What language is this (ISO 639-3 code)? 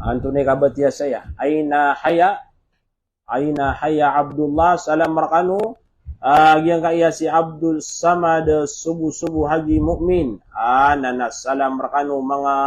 mrw